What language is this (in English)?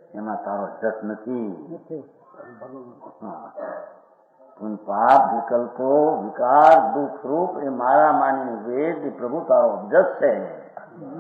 Gujarati